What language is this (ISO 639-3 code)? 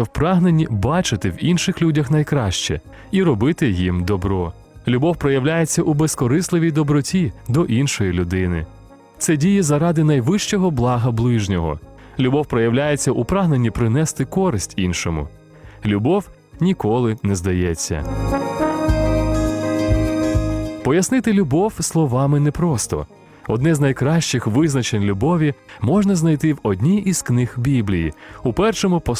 ukr